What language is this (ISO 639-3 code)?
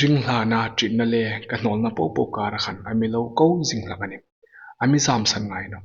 hmr